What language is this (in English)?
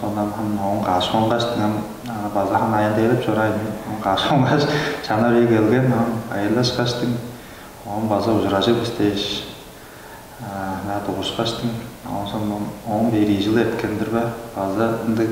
Tuvinian